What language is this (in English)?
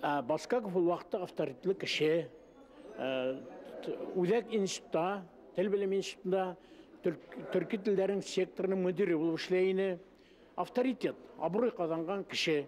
Bashkir